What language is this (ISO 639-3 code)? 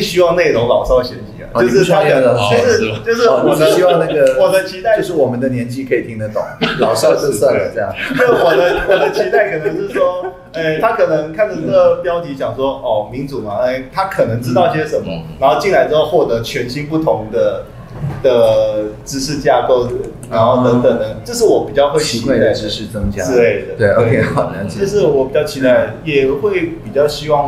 zho